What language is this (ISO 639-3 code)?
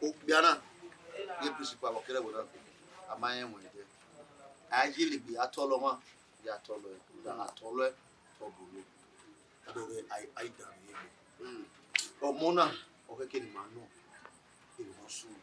bin